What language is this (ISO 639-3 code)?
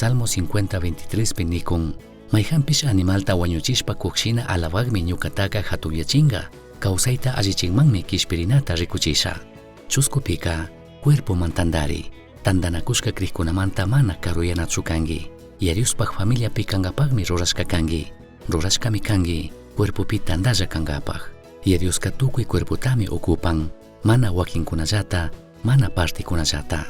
qug